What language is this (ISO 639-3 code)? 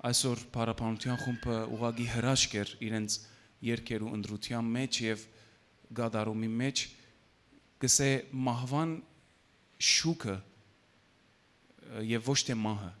hyw